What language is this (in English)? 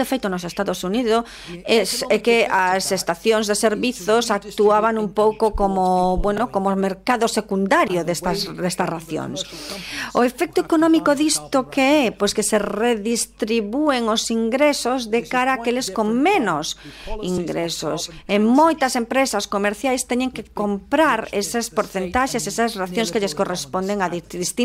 Galician